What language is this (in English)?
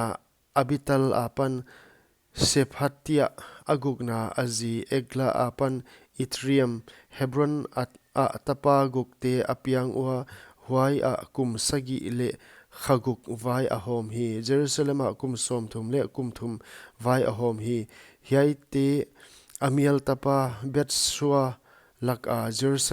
Paite Chin